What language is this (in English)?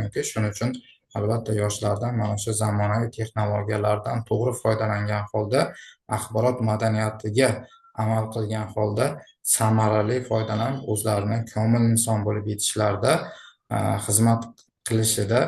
Uzbek